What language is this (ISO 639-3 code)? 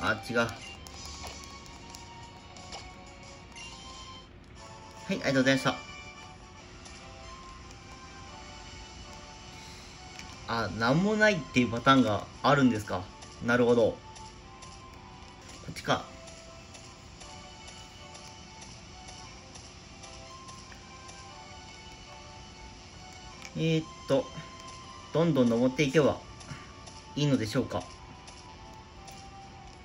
jpn